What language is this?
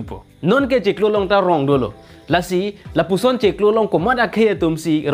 Karbi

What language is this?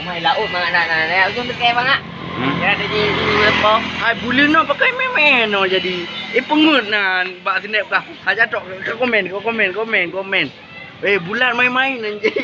Achinese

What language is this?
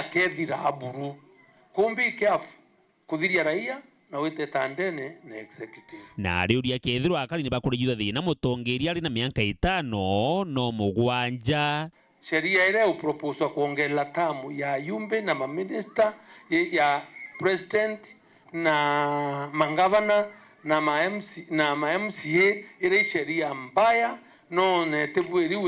Meru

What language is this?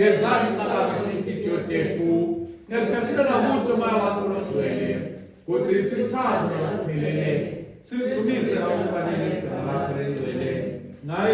Swati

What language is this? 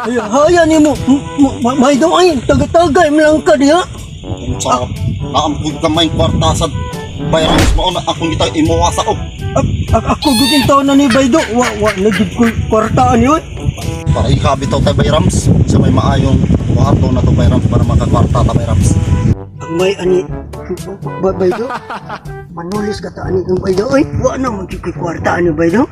Cebuano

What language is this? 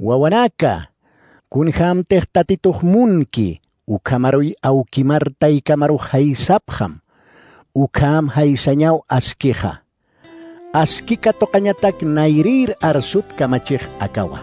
Aymara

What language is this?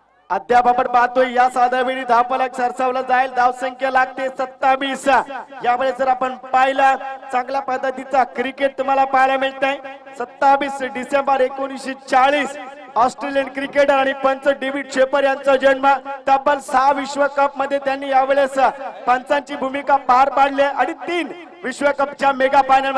Marathi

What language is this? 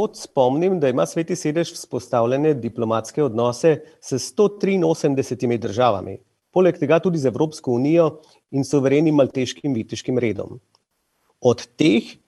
Slovenian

